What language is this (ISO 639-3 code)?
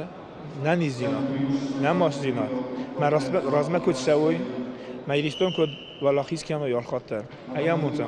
oss